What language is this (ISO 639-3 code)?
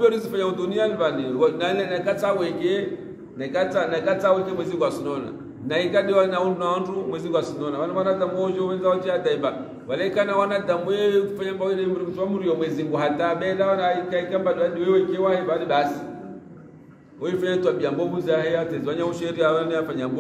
swa